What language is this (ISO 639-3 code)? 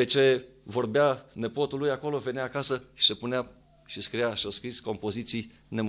ron